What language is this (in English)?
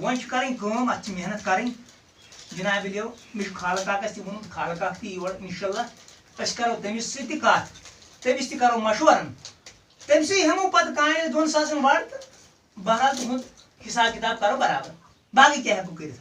Kashmiri